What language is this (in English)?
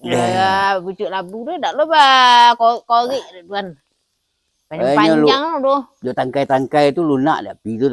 Minangkabau